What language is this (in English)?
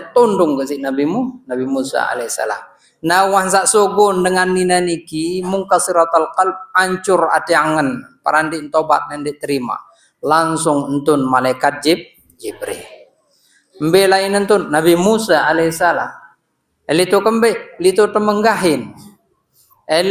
Sasak